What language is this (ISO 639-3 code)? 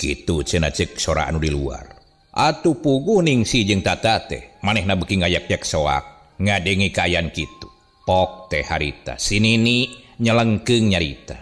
sun